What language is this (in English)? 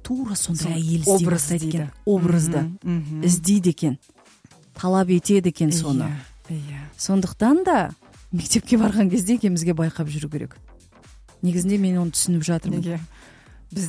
Kazakh